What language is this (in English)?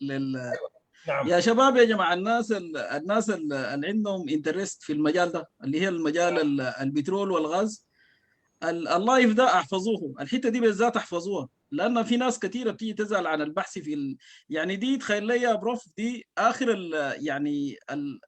Sudanese Arabic